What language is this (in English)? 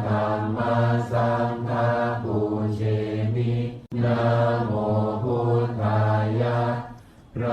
Pali